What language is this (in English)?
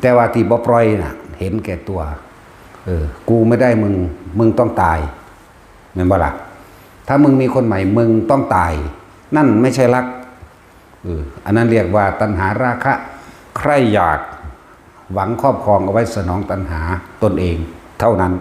Northeastern Thai